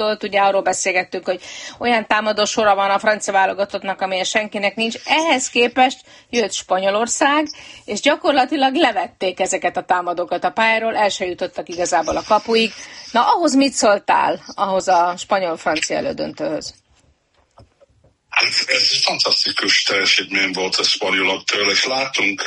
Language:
Hungarian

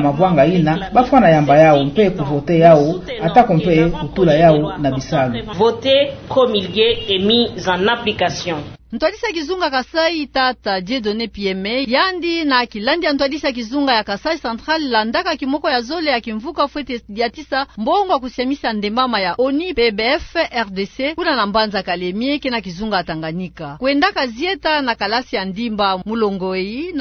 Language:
Kituba (Democratic Republic of Congo)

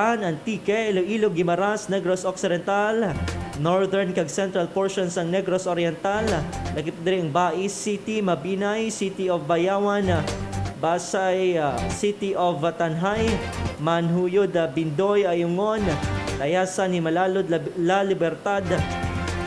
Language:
Hiligaynon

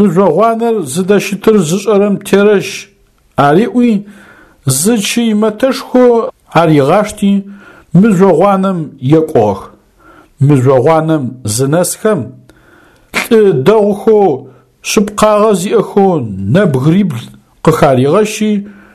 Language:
Adyghe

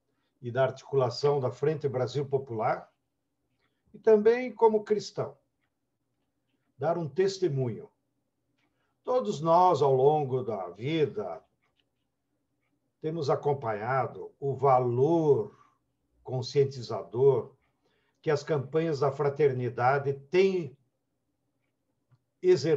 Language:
Portuguese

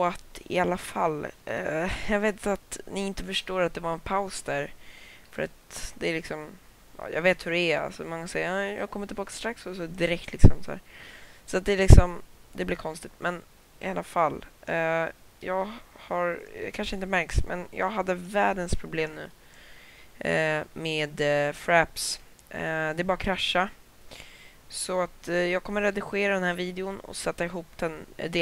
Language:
Swedish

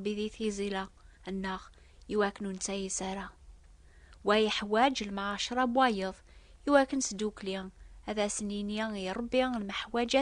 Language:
Kabyle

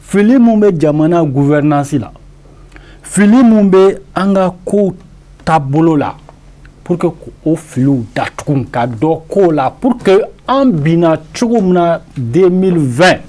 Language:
Bambara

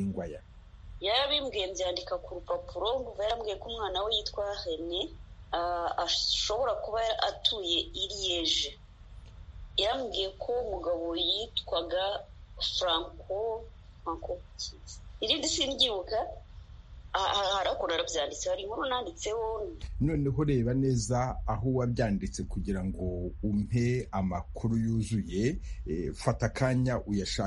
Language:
Kinyarwanda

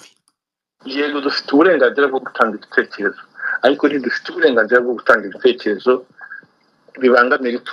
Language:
Kinyarwanda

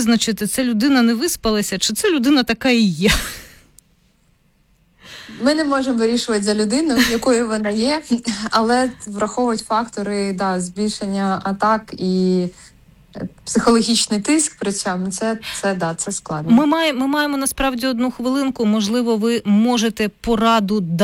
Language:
Ukrainian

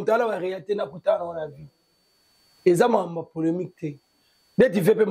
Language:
Lingala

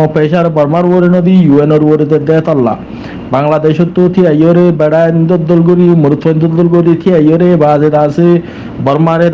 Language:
Rohingya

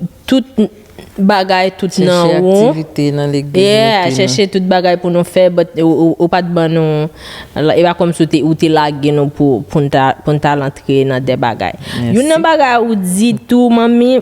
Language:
Haitian Creole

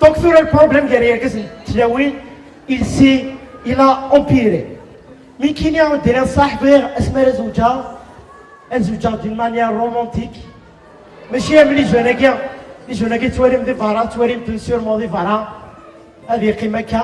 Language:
Kabyle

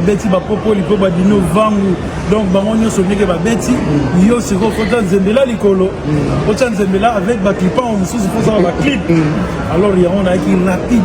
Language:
Lingala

